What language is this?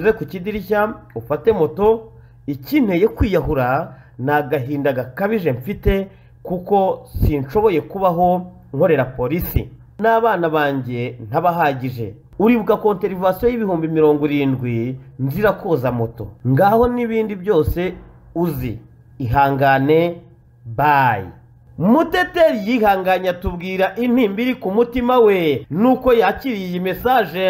Kinyarwanda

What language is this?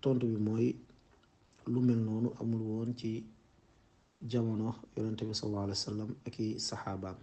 Wolof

